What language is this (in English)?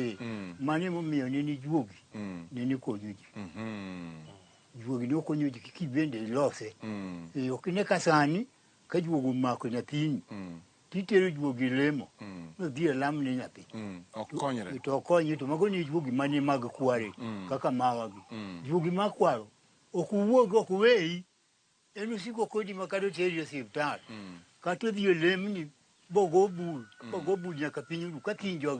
Luo (Kenya and Tanzania)